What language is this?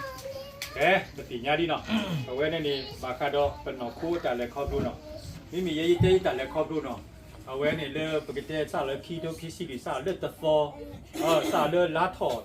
S'gaw Karen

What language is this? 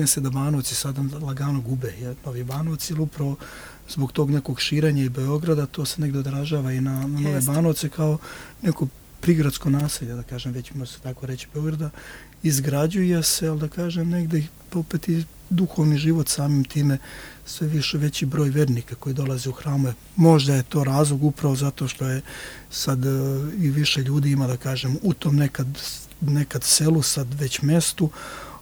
Serbian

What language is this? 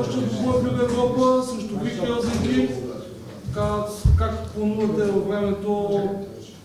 Bulgarian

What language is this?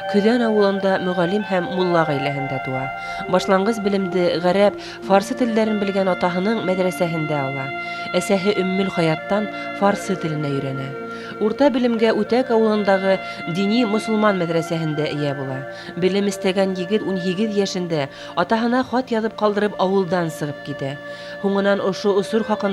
Bashkir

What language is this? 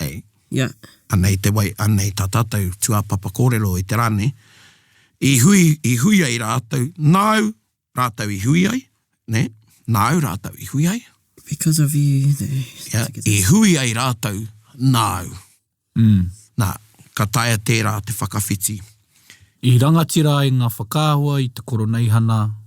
Māori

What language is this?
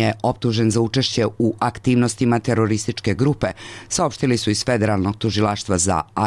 Croatian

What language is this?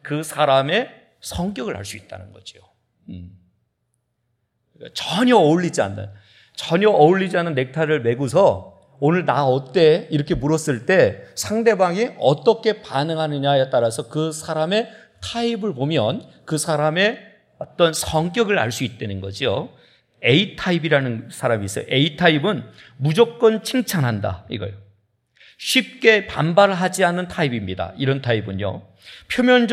Korean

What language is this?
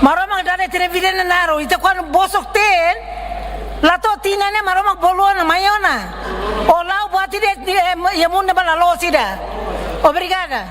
Tetum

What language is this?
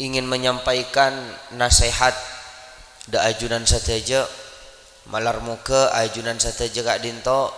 Madurese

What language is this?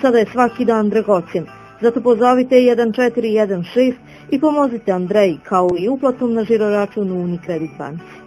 Bosnian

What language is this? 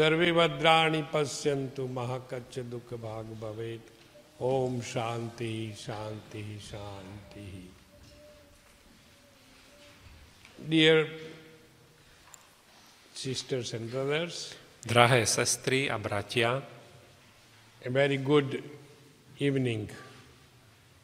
Slovak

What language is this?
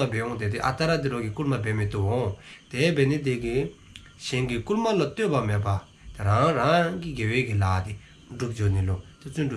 Dzongkha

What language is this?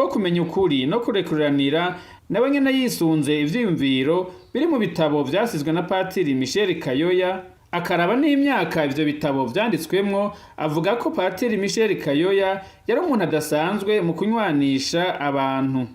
Rundi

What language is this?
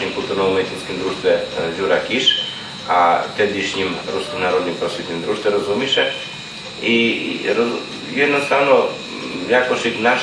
Rusyn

